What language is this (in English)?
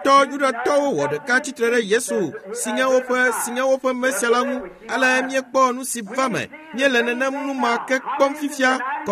Ewe